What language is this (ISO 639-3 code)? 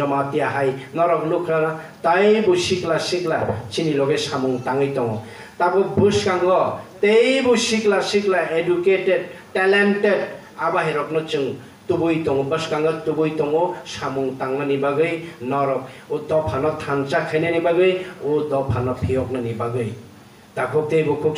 trp